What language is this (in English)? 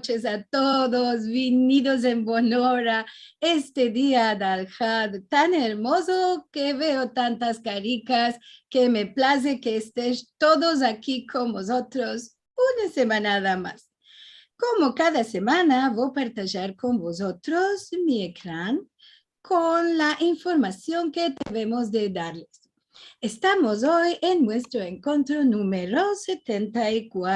Ladino